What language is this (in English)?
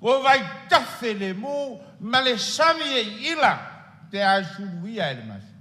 Samoan